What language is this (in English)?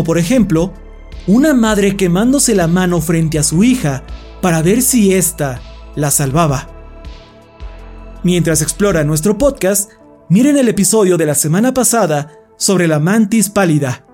Spanish